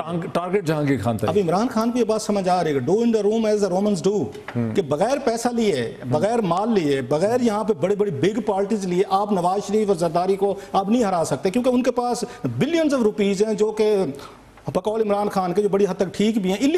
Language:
Urdu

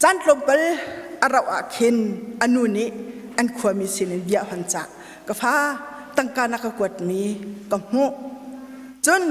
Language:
Hakha Chin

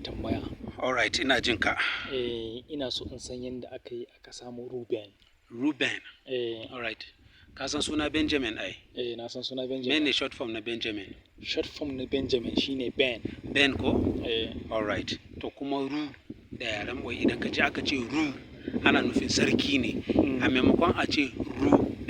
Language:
Hausa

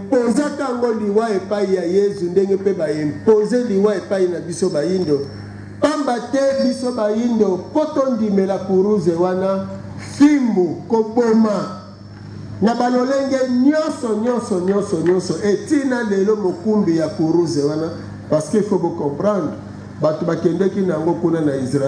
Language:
Lingala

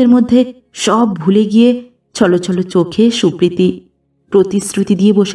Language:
Bangla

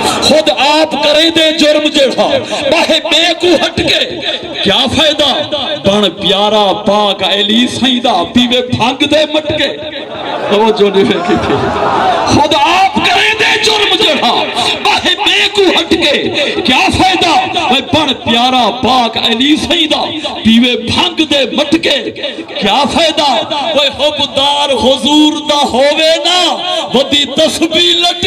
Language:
Saraiki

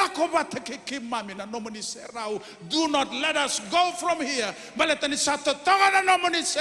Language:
Fijian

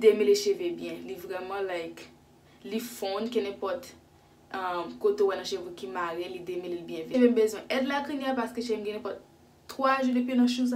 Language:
Haitian Creole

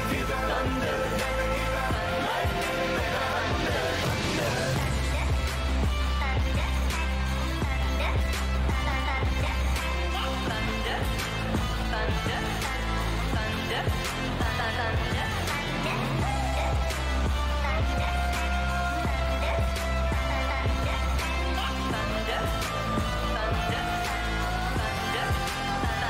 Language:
English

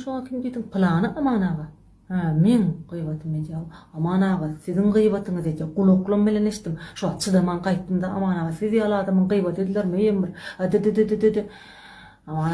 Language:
Turkmen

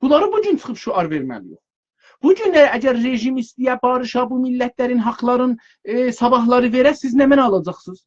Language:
South Azerbaijani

